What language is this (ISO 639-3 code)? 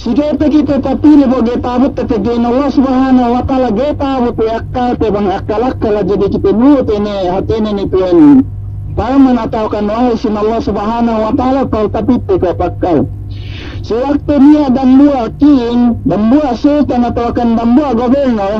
yka